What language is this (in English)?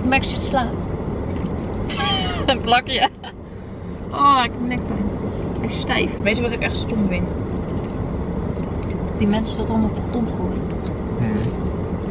Dutch